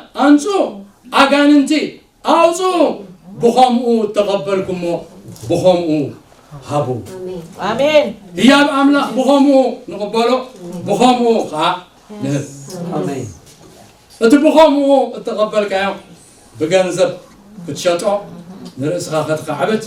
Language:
Tigrinya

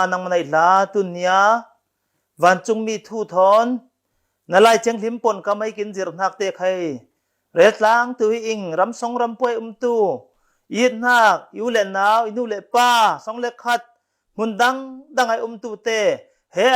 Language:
Falam Chin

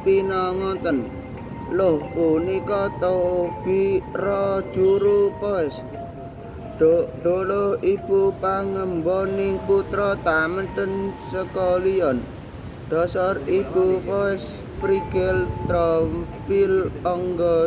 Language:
Javanese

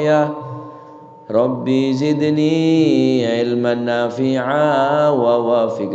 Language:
Madurese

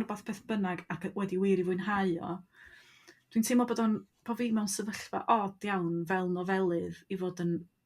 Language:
Welsh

